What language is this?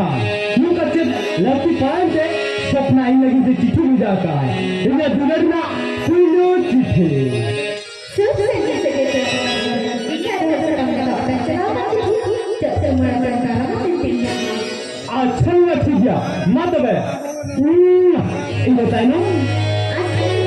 Santali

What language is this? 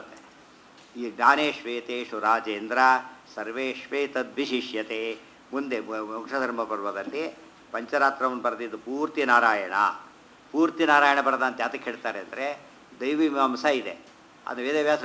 Kannada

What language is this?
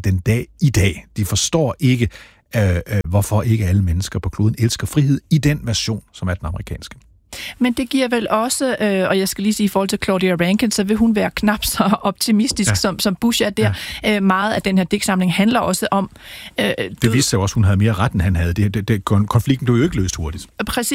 Danish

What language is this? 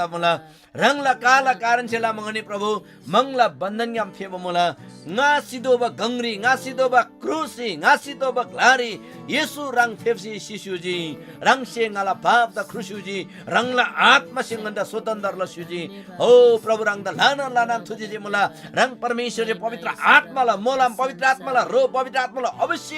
Eastern Tamang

